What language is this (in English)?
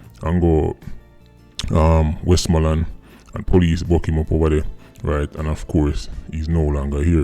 Jamaican Creole English